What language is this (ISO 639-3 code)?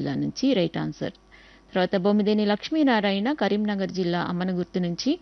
tel